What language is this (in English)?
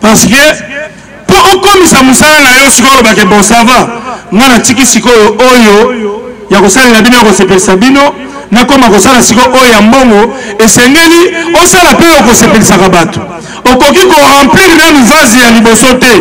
Lingala